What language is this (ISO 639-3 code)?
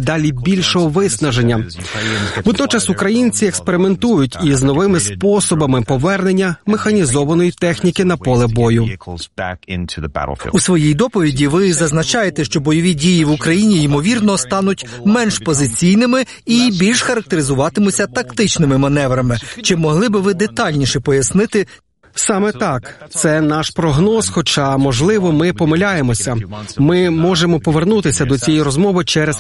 ukr